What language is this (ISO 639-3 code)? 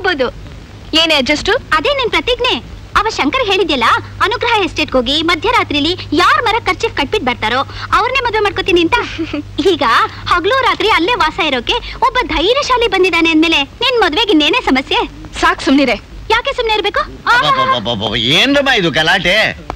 kan